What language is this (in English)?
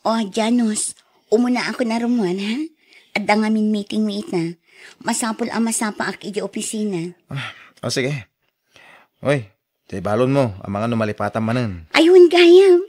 Iloko